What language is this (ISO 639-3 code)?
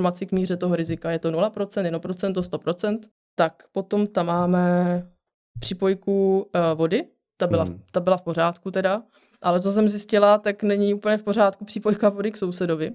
ces